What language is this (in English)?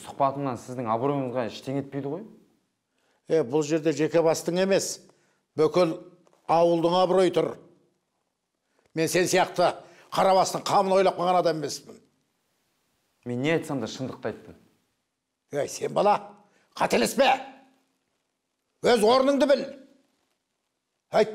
Kazakh